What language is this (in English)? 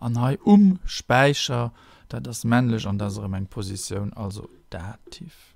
Luxembourgish